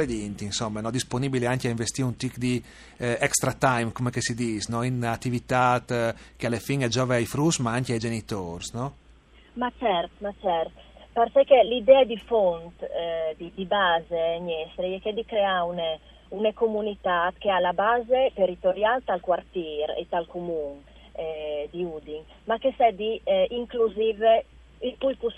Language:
Friulian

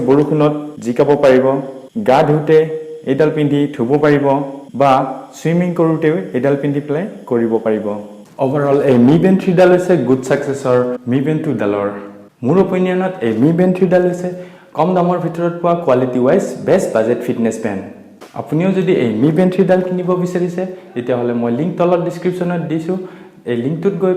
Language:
Assamese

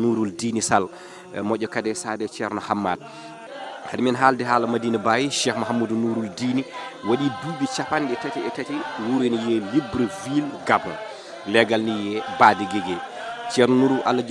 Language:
Fula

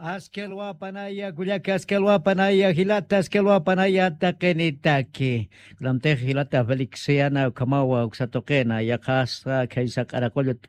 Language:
Aymara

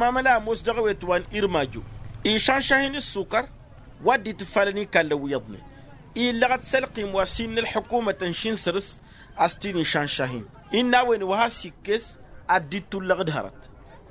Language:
Tamasheq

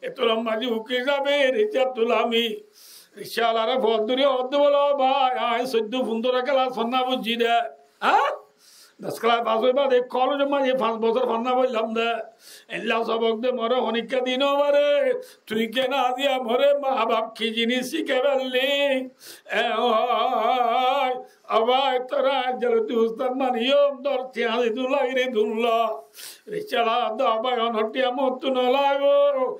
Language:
Rohingya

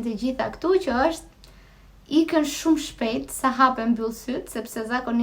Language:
Albanian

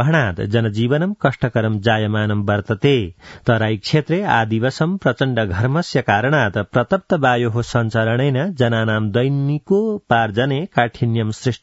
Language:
Sanskrit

